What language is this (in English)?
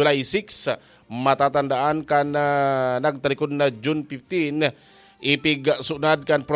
Bikol